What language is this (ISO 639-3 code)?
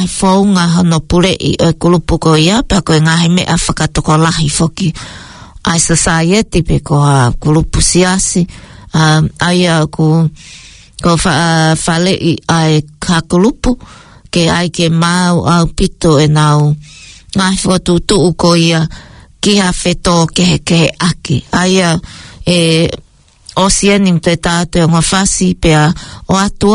ton